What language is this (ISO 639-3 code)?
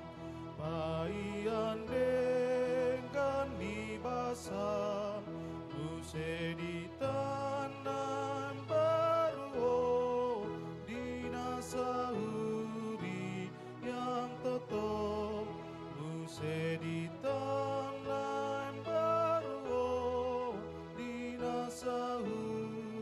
bbc